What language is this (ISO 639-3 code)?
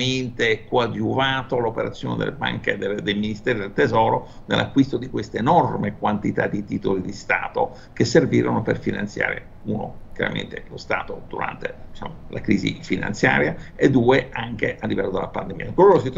ita